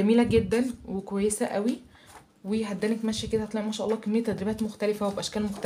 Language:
Egyptian Arabic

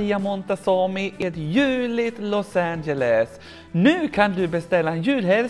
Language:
Swedish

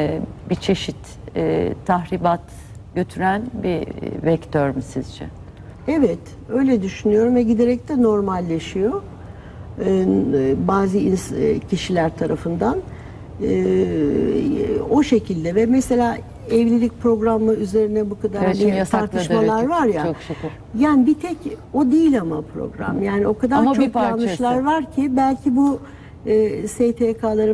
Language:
Turkish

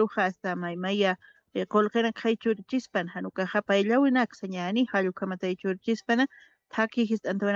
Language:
Aymara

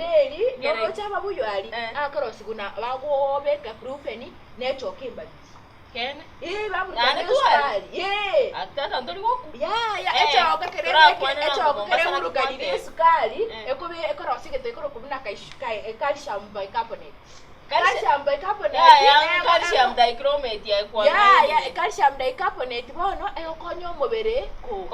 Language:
Gusii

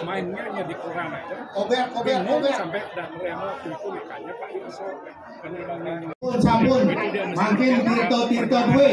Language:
Balinese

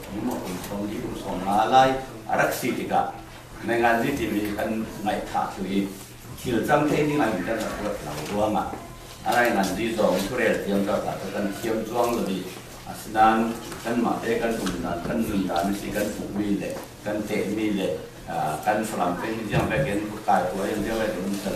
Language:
Falam Chin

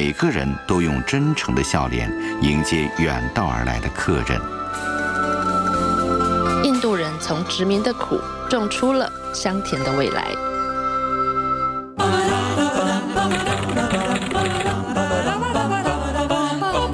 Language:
Chinese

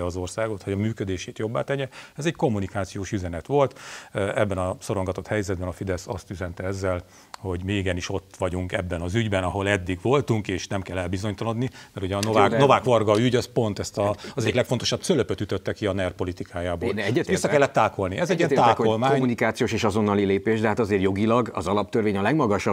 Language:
Hungarian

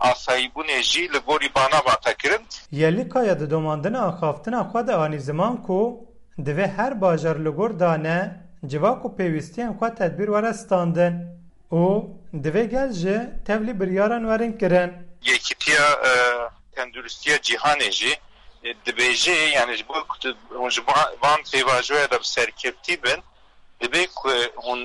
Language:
Kurdish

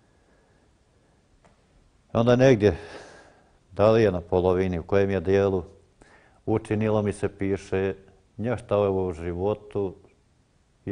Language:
Croatian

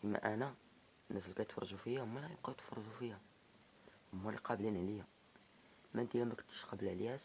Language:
Moroccan Arabic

